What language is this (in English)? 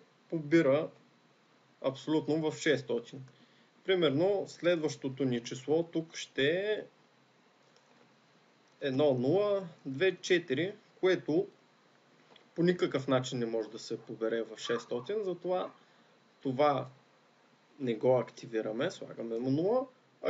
Bulgarian